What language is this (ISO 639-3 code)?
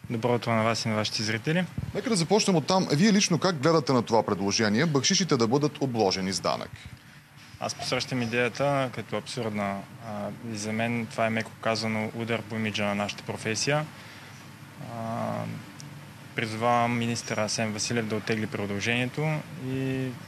bul